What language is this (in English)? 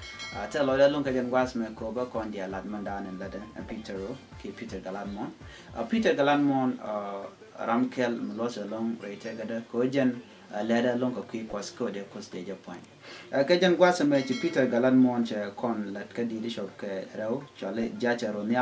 Nuer